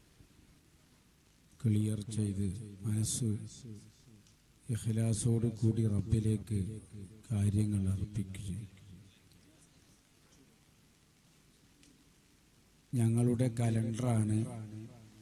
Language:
Malayalam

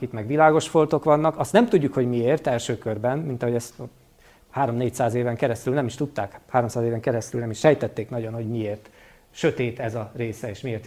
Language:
Hungarian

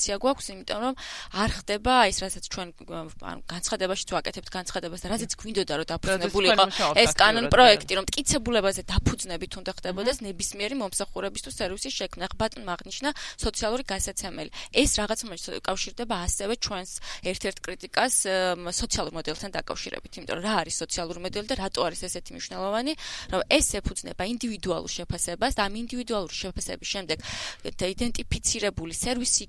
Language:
Georgian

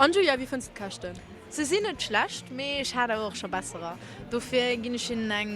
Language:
Luxembourgish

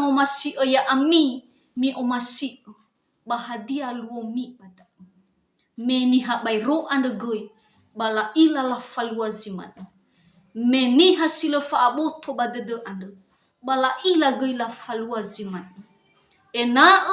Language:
Nias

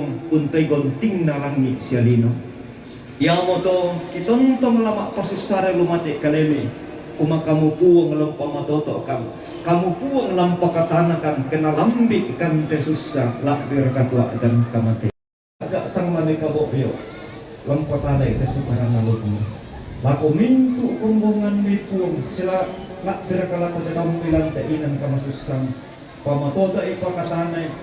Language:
Toraja-Sa'dan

